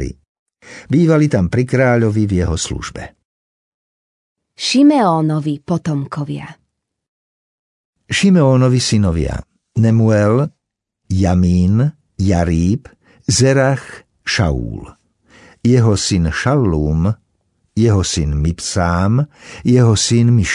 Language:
Slovak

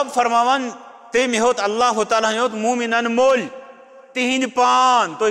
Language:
Kashmiri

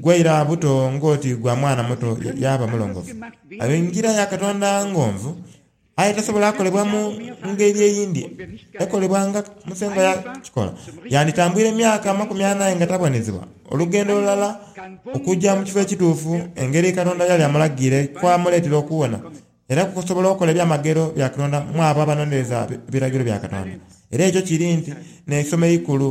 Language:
Soga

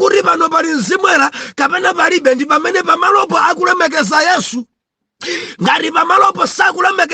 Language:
Nyanja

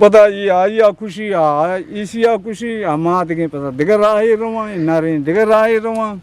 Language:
Eastern Balochi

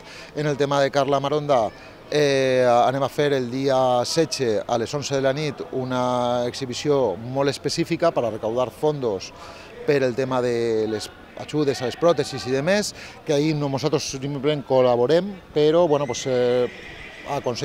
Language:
Catalan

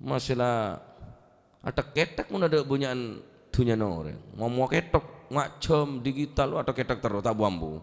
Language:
Madurese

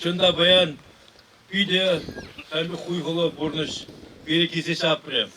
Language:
Chuvash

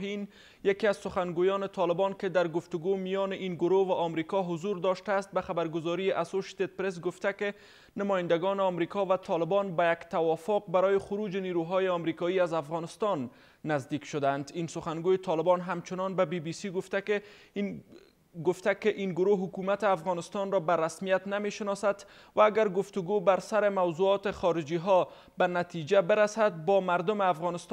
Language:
Persian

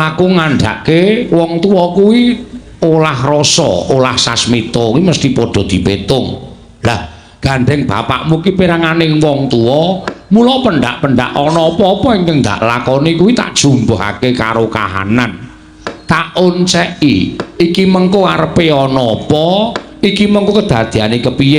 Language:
Javanese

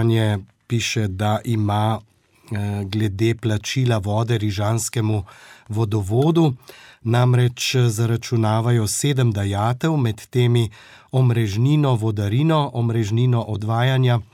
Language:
Slovenian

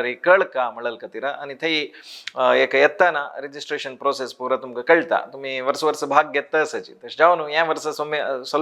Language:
Konkani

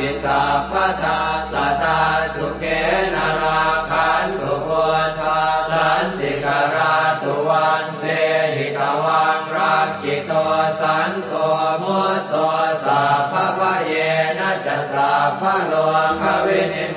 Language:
Pali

